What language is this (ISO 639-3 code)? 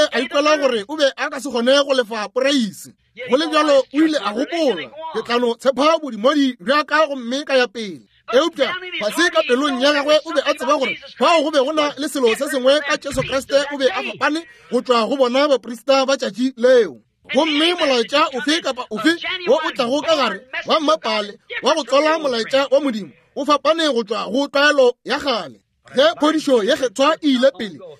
nso